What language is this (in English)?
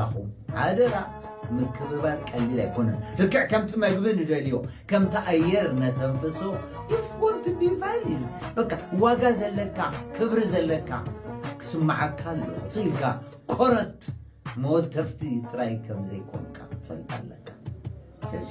Tigrinya